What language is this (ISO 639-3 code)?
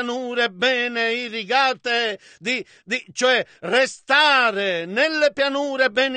ita